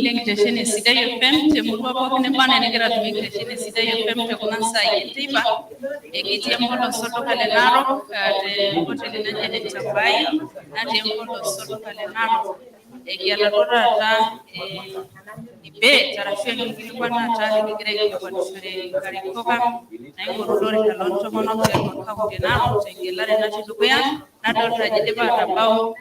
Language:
Masai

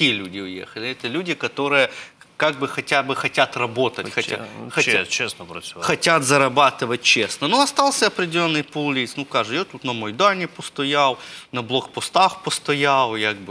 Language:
Russian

